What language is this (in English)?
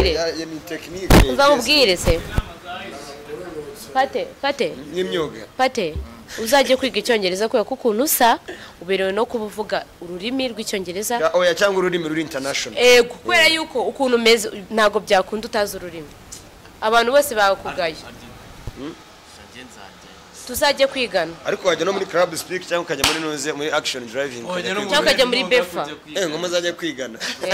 Kinyarwanda